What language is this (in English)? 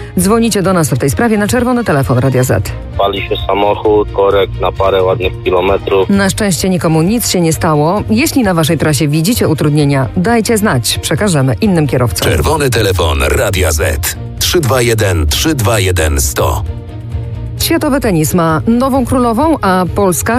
Polish